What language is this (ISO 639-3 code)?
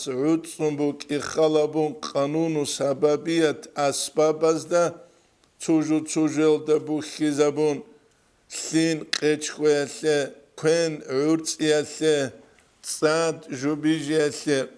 ava